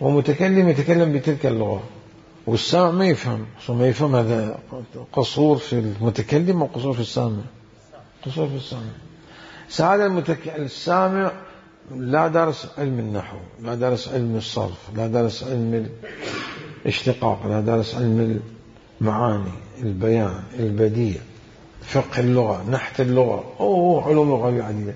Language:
Mesopotamian Arabic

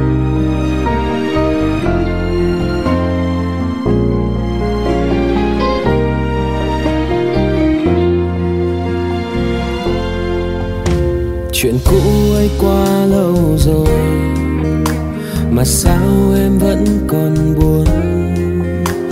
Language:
Vietnamese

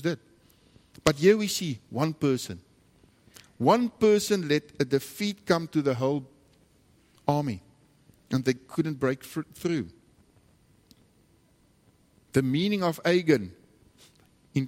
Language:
Afrikaans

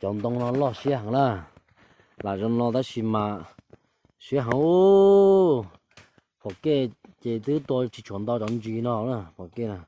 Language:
Hmong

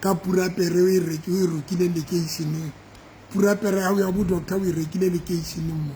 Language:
Southern Sotho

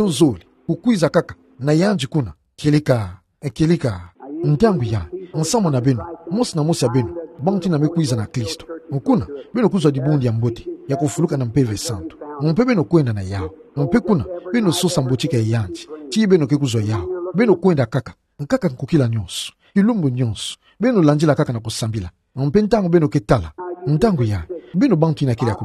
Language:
Kituba (Democratic Republic of Congo)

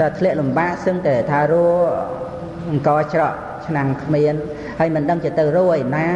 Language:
Khmer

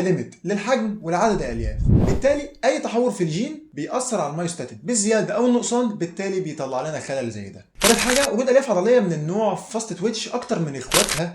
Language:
Egyptian Arabic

